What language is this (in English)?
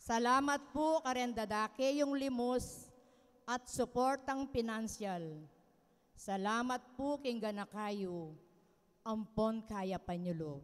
Pampanga